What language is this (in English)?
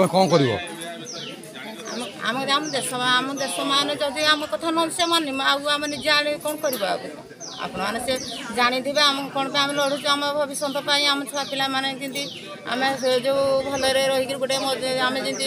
Odia